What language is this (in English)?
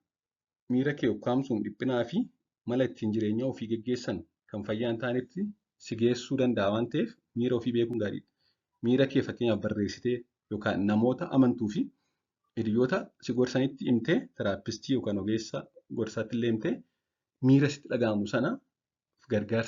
Oromo